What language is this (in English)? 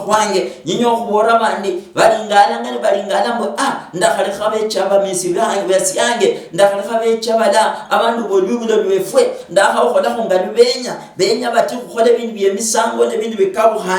Luyia